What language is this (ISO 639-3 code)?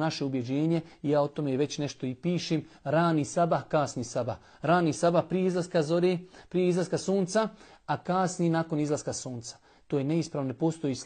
bos